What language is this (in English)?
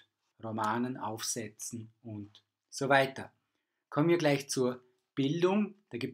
German